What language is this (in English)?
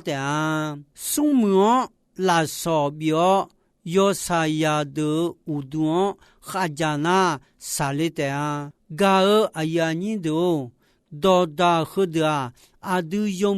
Akha